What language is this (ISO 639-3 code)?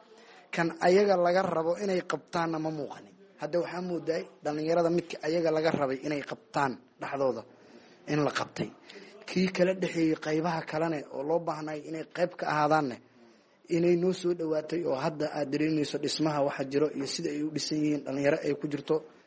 som